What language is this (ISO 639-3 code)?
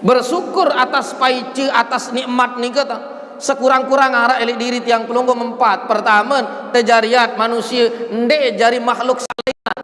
sas